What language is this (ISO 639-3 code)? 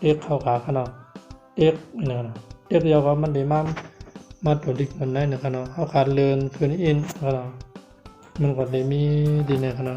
shn